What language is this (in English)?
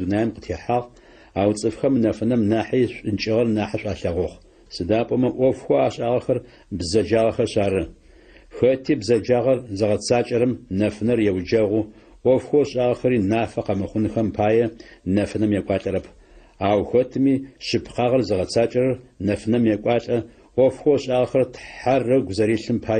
Adyghe